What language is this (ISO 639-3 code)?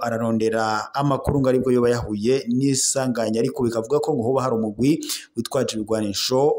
run